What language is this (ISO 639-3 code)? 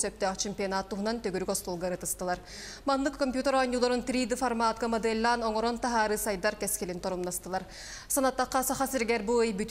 sah